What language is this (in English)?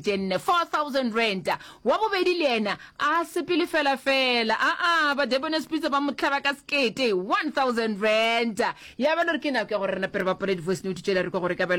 Northern Sotho